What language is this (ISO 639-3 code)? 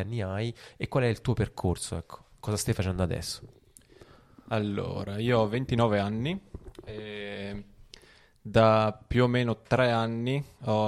ita